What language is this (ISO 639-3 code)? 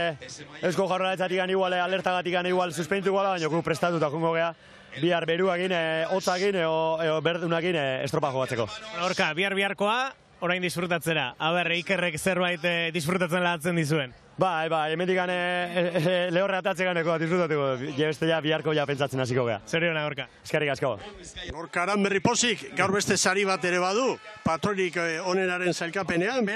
eus